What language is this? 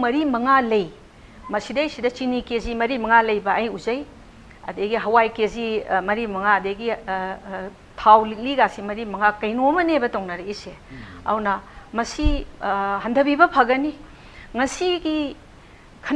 Manipuri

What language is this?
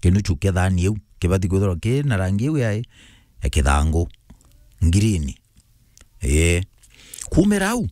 Meru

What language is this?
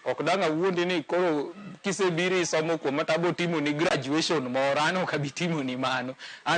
Luo (Kenya and Tanzania)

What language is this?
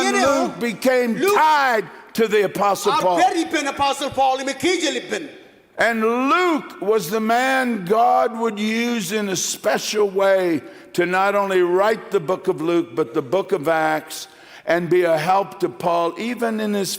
Marshallese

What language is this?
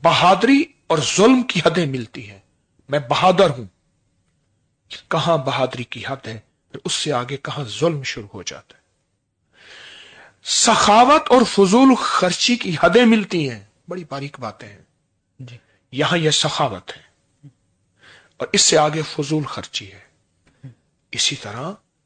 Urdu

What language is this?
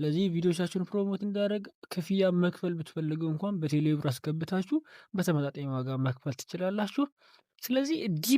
Amharic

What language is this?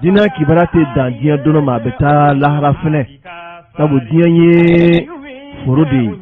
Bambara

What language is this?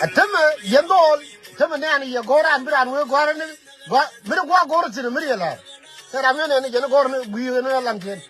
Nuer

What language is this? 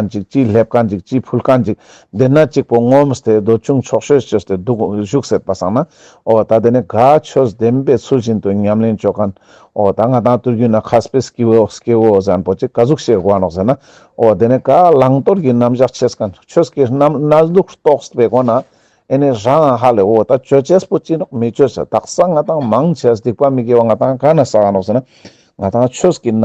Ladakhi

